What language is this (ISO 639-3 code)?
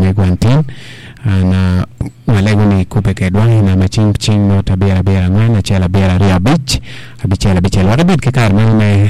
ach